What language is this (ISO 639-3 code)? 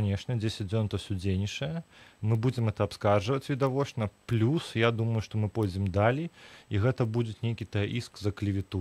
bel